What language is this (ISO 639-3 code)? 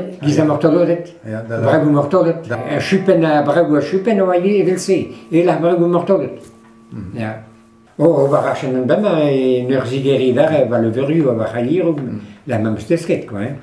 bre